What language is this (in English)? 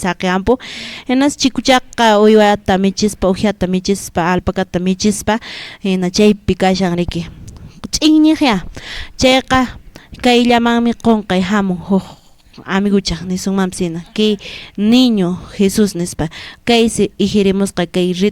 Quechua